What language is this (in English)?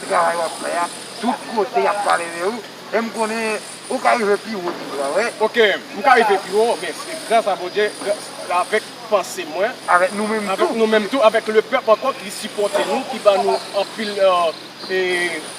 Haitian Creole